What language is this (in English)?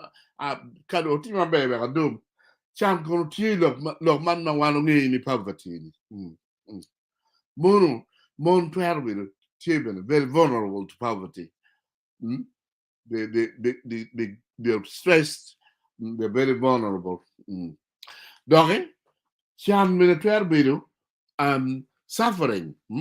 Acoli